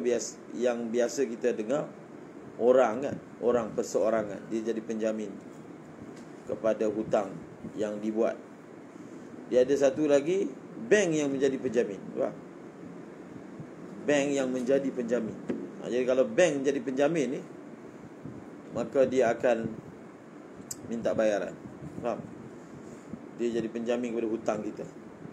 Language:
Malay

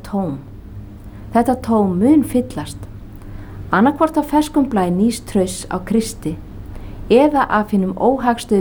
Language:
Icelandic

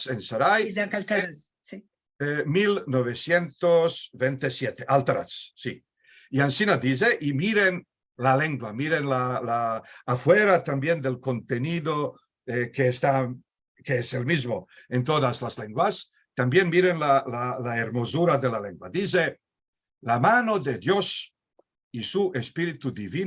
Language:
Ladino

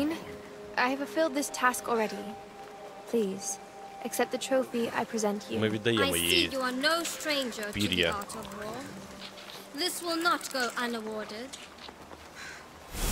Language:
Ukrainian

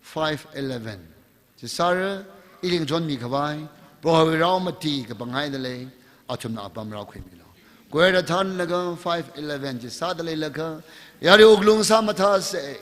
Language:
Tangkhul Naga (India)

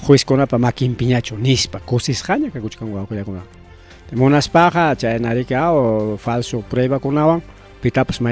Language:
Ayacucho Quechua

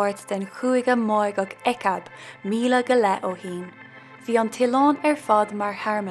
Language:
Irish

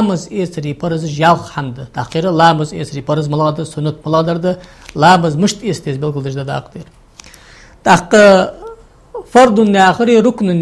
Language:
Ingush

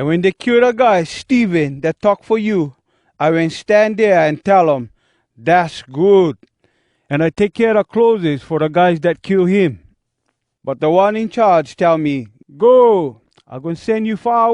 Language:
Hawai'i Creole English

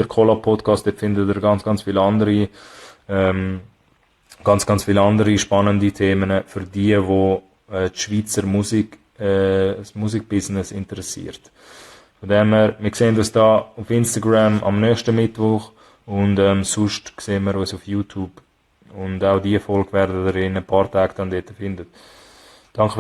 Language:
Swiss German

